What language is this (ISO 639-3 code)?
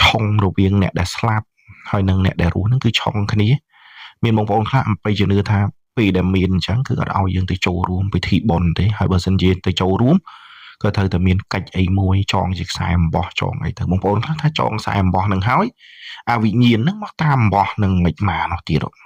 khm